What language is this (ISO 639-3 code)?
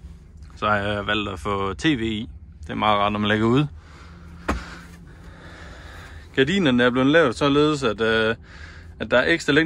dan